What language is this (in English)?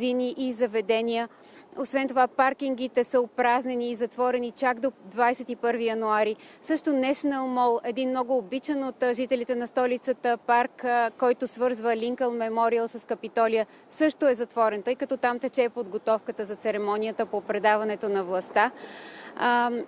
Bulgarian